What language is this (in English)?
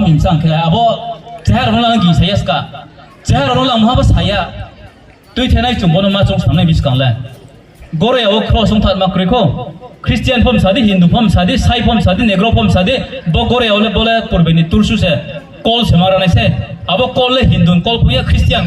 Riang (India)